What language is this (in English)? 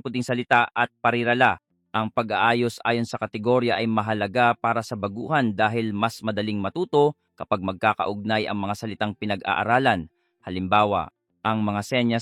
Filipino